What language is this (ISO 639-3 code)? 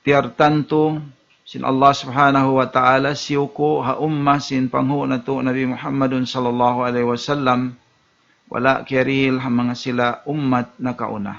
tsg